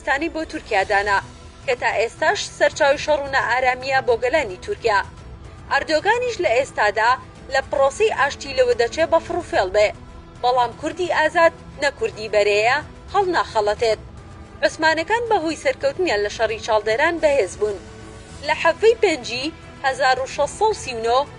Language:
Central Kurdish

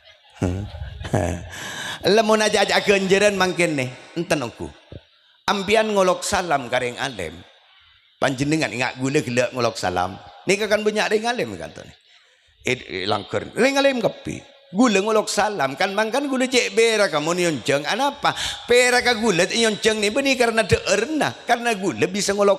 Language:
Madurese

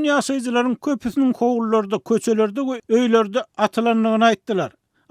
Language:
Turkmen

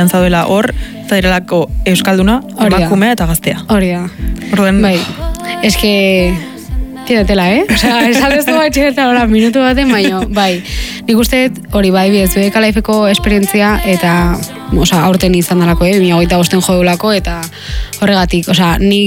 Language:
Basque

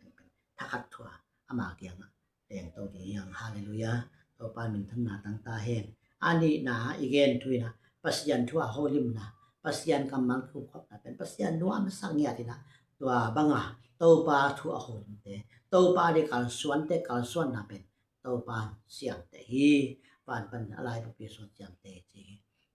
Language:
Tedim Chin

